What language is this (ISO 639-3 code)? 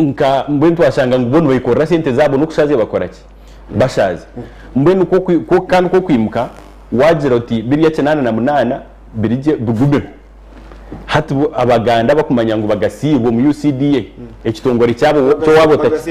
nyn